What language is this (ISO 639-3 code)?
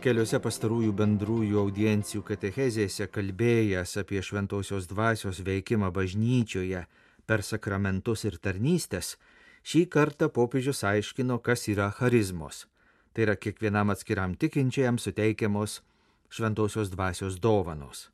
lit